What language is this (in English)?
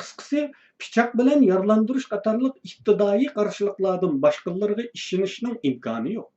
Uyghur